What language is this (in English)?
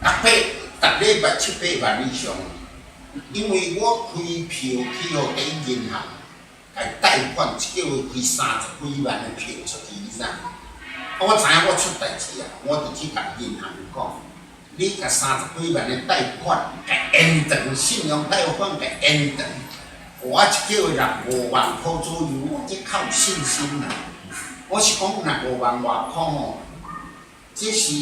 Min Nan Chinese